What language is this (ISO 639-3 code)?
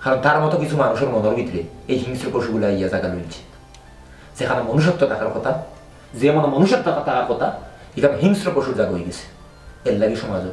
syl